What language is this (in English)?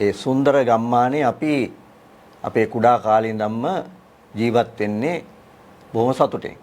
Sinhala